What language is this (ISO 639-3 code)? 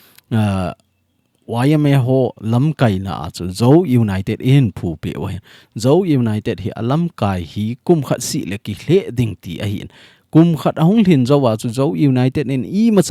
tcz